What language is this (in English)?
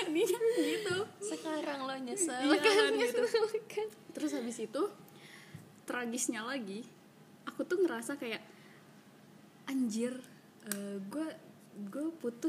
Indonesian